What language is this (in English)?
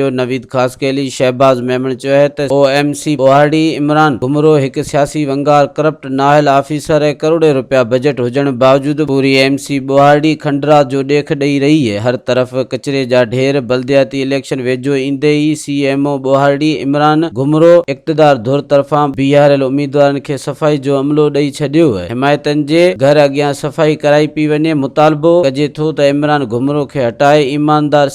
Sindhi